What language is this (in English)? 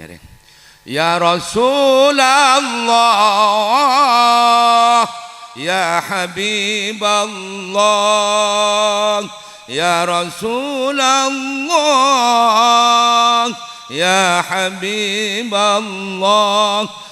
Madurese